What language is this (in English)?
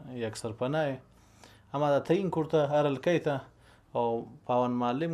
Baluchi